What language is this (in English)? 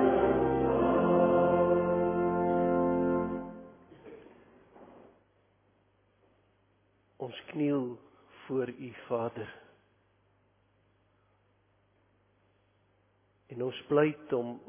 Afrikaans